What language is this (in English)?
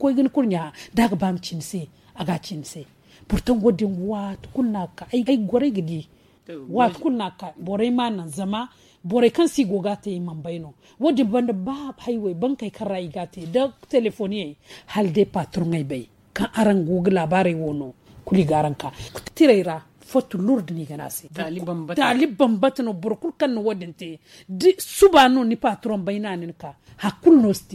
Zarma